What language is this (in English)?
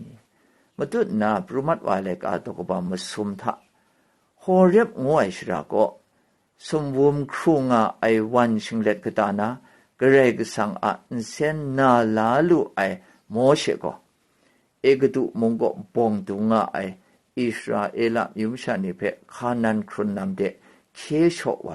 Kachin